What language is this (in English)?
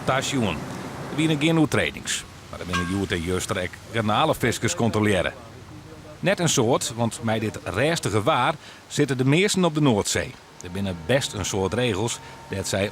Western Frisian